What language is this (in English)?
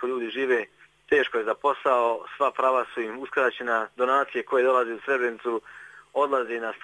Bosnian